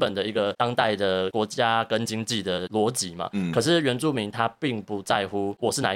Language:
Chinese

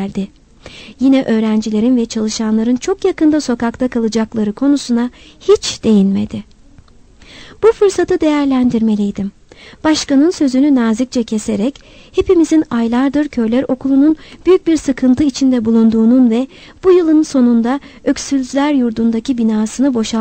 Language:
Turkish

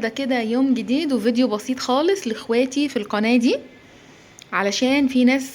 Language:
Egyptian Arabic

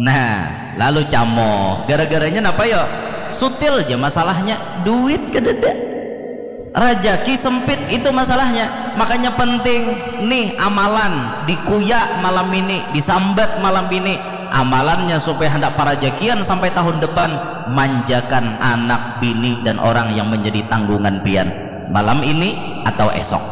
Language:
Banjar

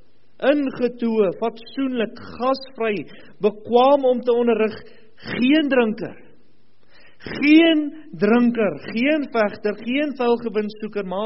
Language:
Afrikaans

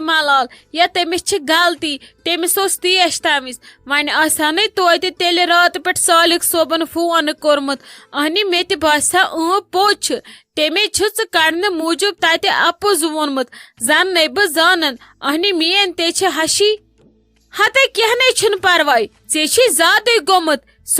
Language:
Kashmiri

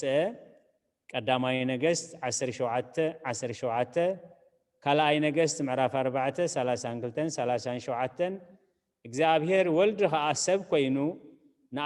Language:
Tigrinya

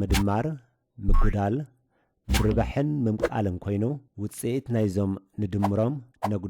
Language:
Tigrinya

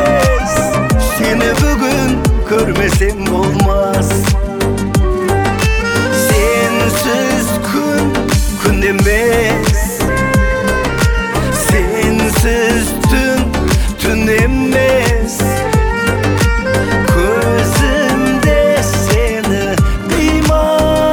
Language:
Kazakh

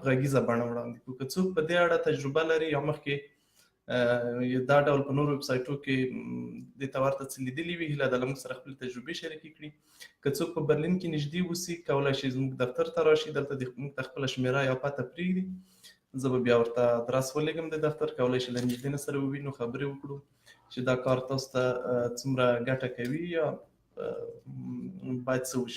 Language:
Pashto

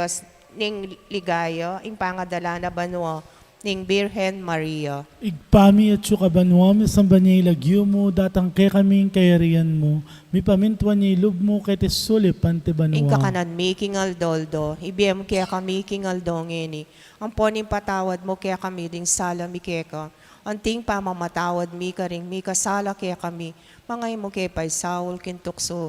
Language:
Pampanga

